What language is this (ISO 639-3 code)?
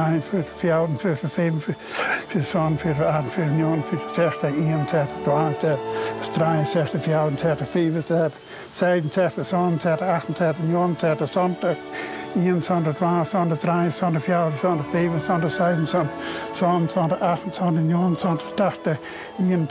fry